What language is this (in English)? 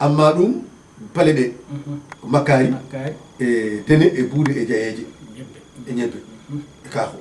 Fula